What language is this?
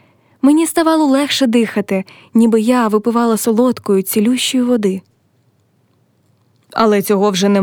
Ukrainian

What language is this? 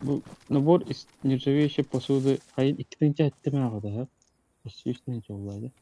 Yakut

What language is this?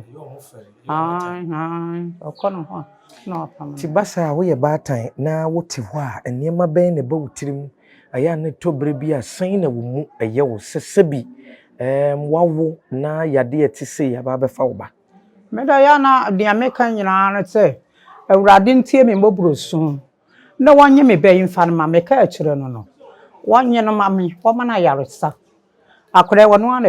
Akan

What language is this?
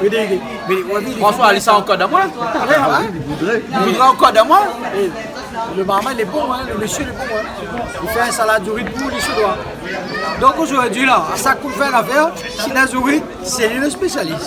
Réunion Creole French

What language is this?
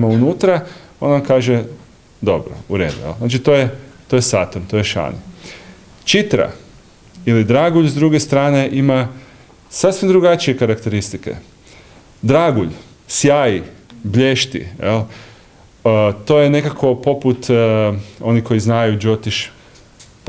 Croatian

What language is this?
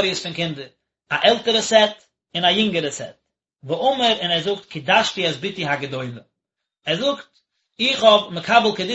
Yiddish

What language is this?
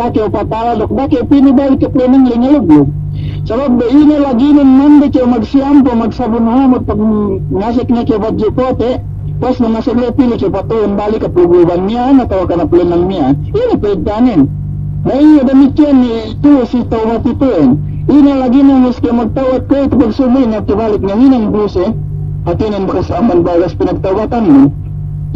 Yakan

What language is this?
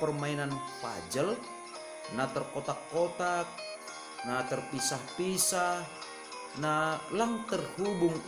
Batak Simalungun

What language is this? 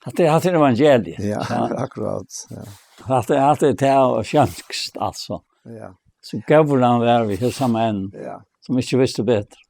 Faroese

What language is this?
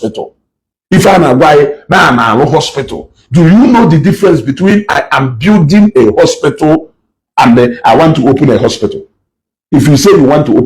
Igbo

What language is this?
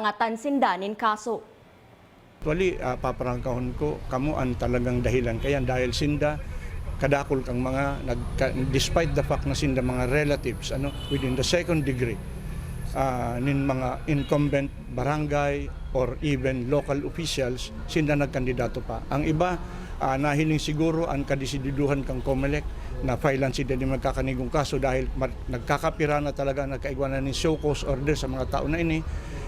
Bikol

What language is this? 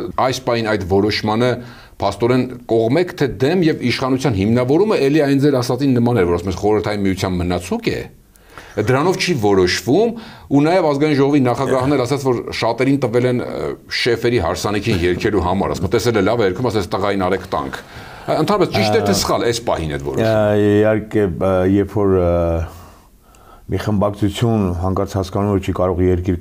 Armenian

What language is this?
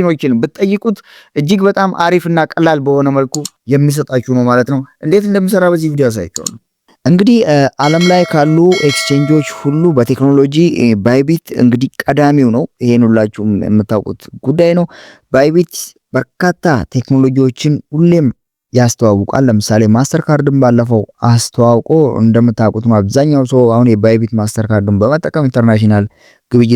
Amharic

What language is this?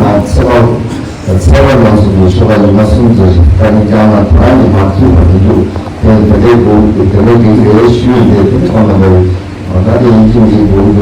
Tibetan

